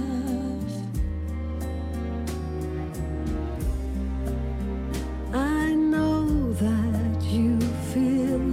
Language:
Icelandic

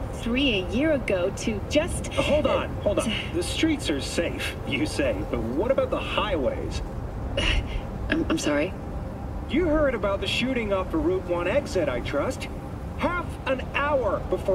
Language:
English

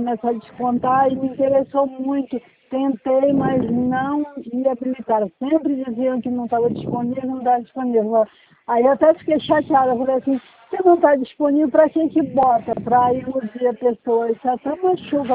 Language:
Portuguese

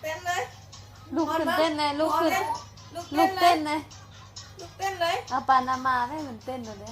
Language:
Lao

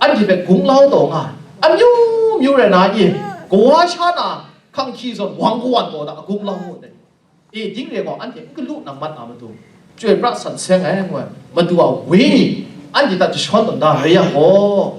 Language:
Kachin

